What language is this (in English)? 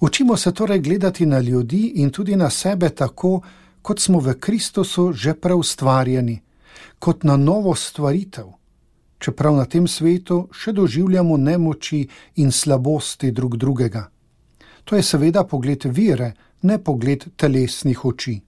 Slovenian